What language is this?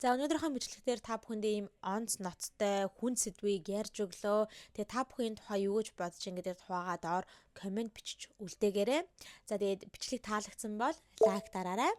Mongolian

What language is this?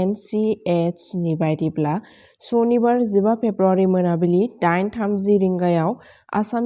Bodo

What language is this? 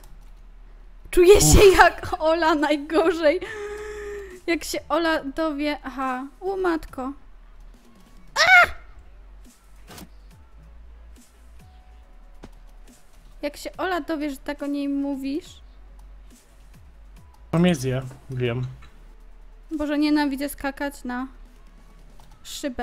Polish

